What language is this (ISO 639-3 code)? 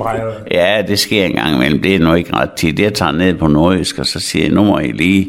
dan